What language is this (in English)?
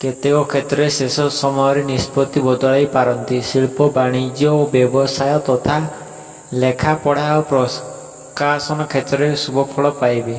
Odia